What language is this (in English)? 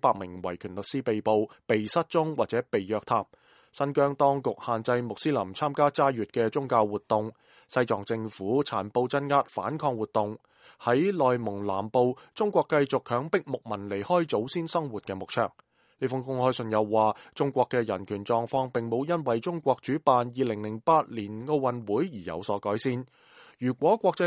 Cantonese